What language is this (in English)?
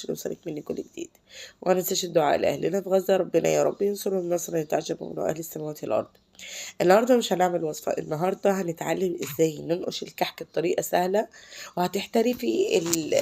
Egyptian Arabic